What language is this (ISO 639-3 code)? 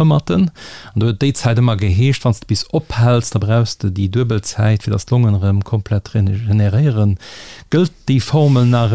ltz